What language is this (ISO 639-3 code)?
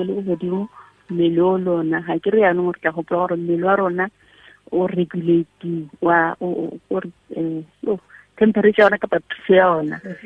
tsn